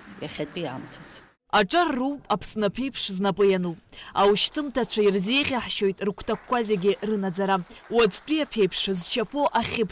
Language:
Abkhazian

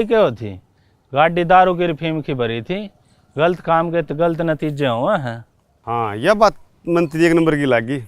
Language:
Haryanvi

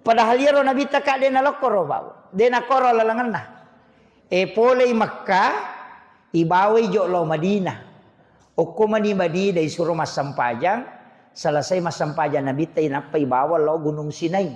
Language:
Buginese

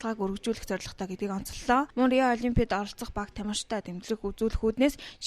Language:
Mongolian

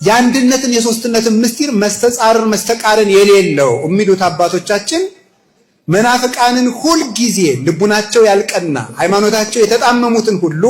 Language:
Amharic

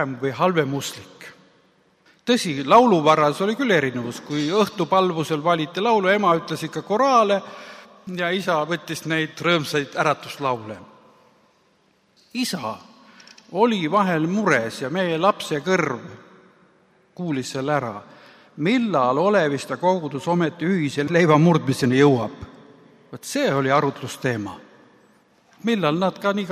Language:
Estonian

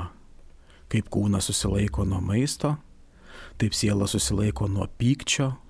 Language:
Lithuanian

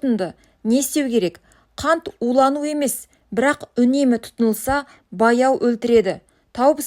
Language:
Kazakh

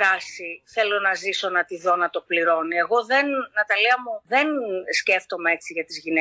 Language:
Greek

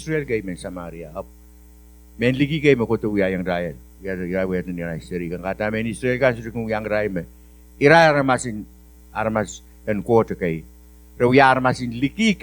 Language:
Pohnpeian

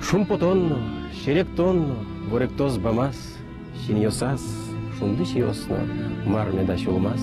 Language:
Udmurt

